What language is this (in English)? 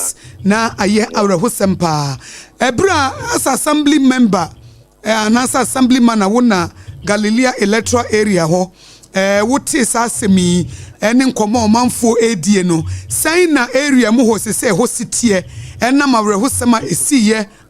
Akan